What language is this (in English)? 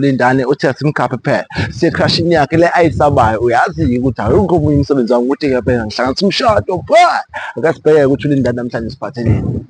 Zulu